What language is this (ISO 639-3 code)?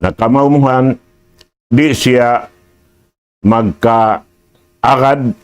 tsg